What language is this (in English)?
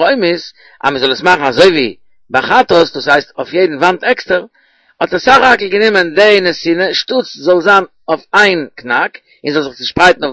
Yiddish